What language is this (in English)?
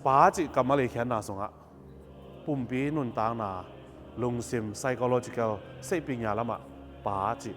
Tedim Chin